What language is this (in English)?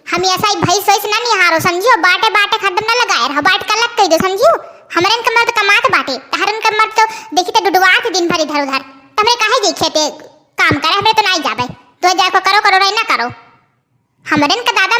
Awadhi